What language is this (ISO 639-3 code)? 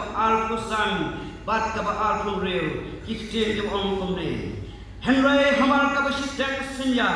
kha